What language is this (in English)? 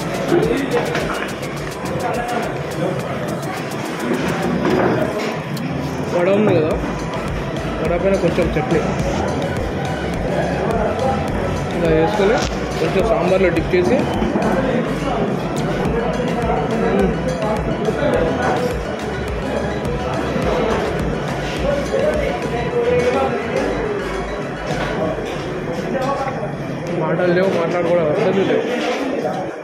Telugu